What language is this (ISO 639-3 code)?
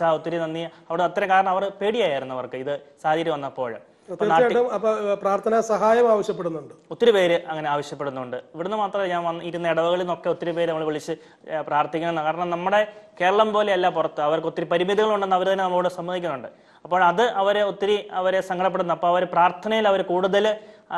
mal